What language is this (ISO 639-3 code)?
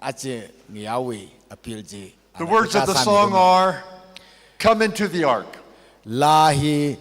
nmf